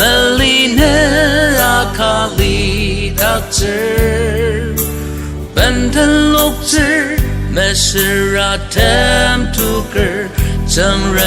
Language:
Ao Naga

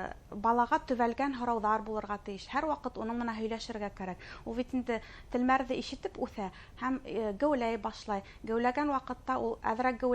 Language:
Bashkir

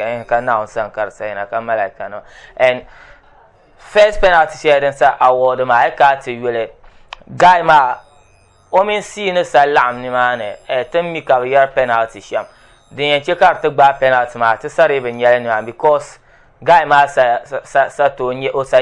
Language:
Dagbani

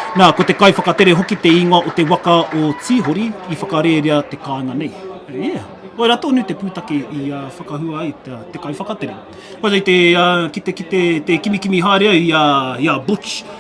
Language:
Māori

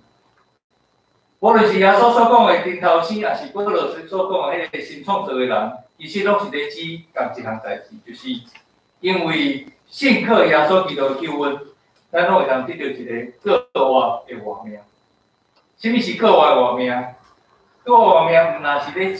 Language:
Min Nan Chinese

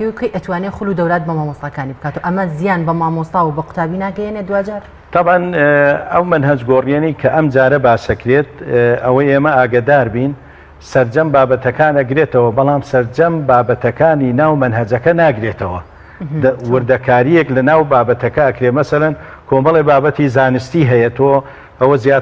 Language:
Central Kurdish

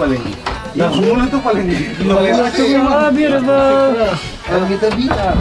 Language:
Ambonese Malay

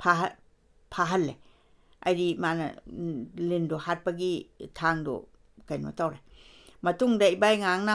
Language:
Manipuri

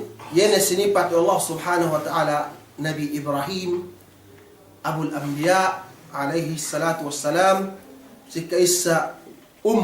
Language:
Yakan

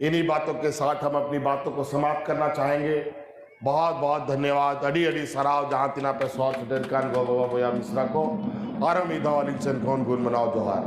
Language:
Santali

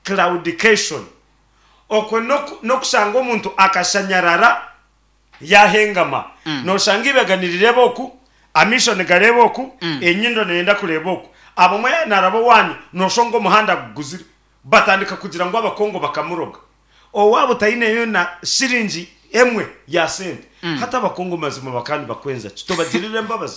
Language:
Nyankole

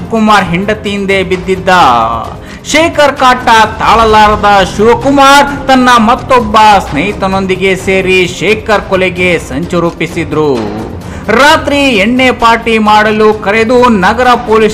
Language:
Kannada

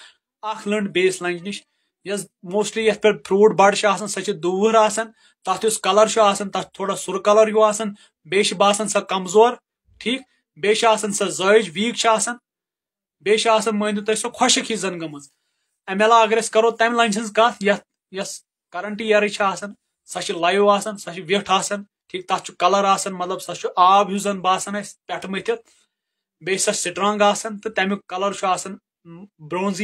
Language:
Kashmiri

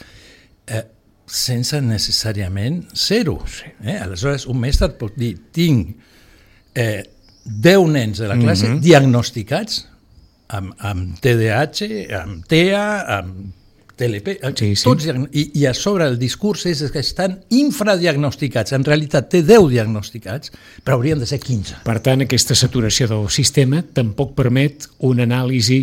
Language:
Catalan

